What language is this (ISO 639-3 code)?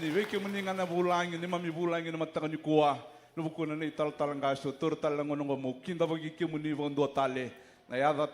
fij